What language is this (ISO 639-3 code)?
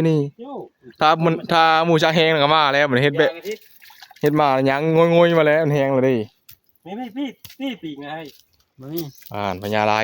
tts